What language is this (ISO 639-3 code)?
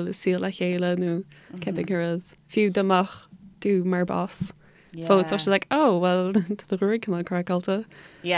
gle